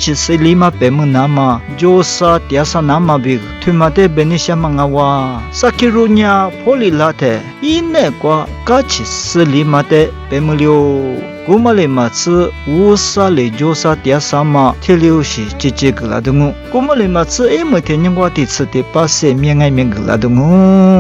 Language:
Lisu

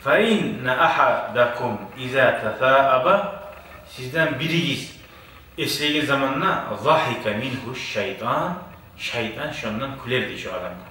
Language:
Kumyk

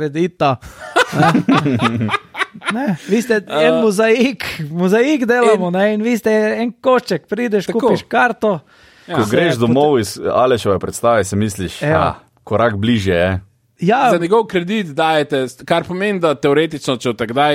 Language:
Slovenian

